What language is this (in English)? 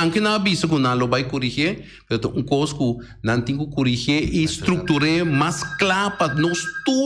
Papiamento